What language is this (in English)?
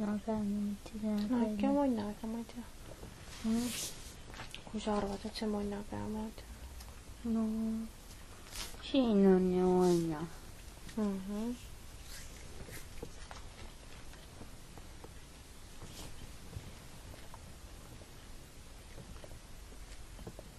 Estonian